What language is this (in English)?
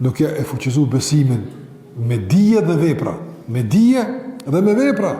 Albanian